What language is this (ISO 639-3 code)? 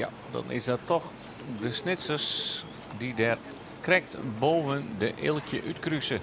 fry